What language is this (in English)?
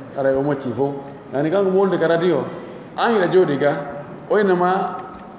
Pular